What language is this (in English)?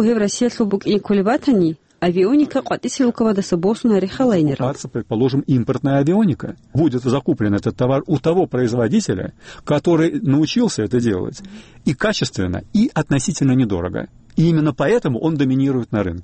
Avaric